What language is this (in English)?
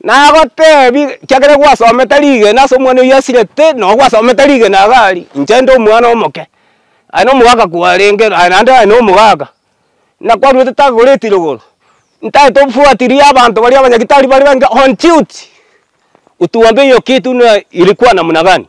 Gusii